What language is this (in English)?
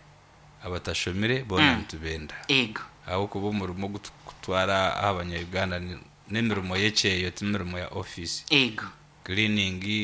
Nyankole